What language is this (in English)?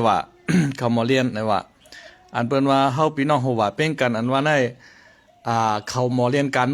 Shan